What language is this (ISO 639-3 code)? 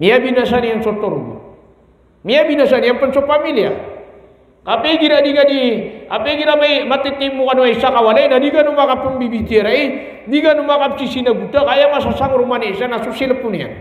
mrw